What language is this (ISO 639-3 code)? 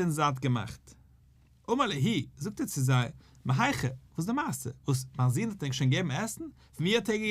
yid